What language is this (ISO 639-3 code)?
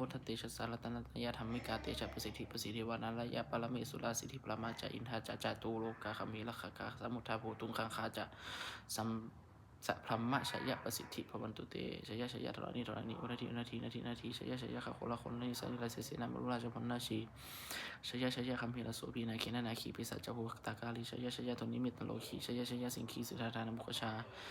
pli